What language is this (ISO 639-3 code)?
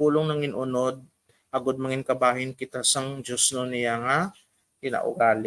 hil